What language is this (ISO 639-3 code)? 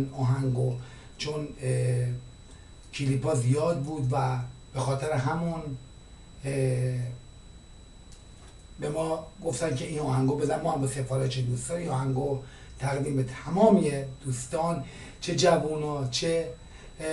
fas